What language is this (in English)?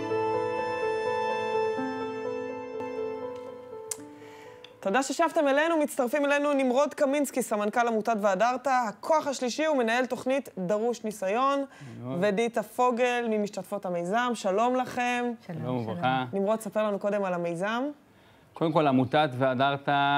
Hebrew